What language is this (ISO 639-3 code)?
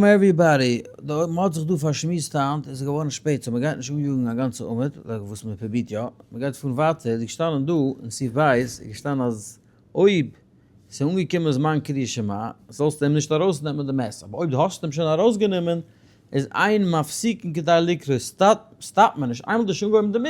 yid